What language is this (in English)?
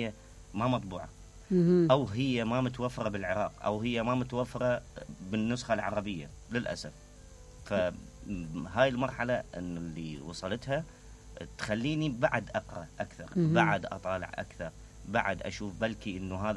Mesopotamian Arabic